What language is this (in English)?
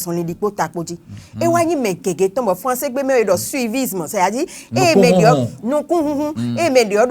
Fon